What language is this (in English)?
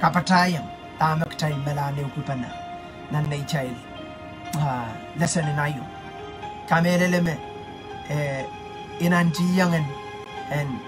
Pohnpeian